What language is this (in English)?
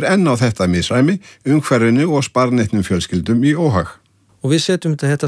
Icelandic